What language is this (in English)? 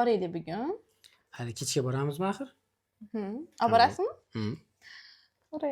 Uzbek